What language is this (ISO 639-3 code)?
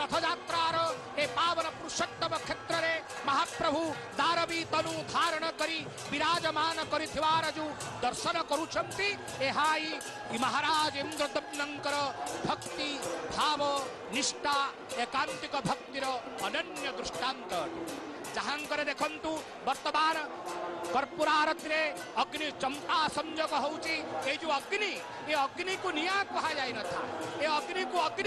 ori